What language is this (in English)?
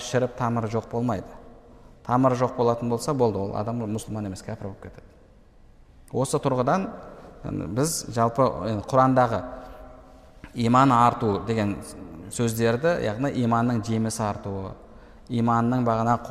Kazakh